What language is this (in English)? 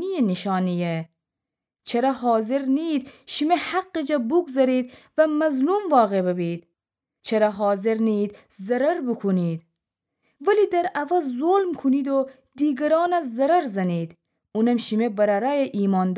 Gilaki